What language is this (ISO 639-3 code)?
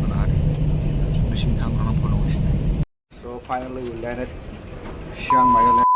trp